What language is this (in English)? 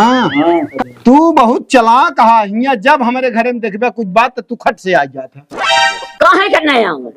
Awadhi